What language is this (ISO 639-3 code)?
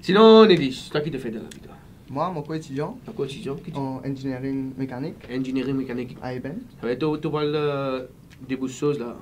mfe